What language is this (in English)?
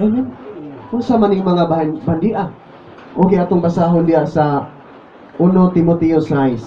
Cebuano